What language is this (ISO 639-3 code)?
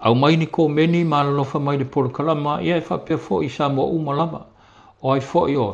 smo